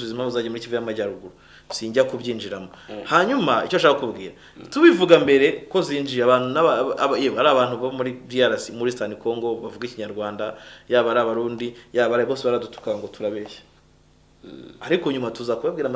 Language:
Kinyarwanda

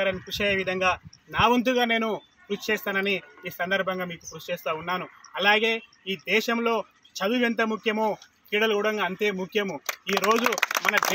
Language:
Telugu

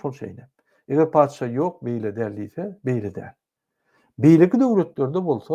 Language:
Turkmen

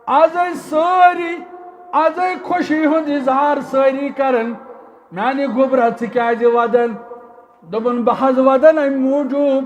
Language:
Kashmiri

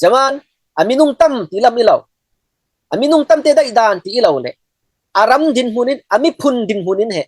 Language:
Falam Chin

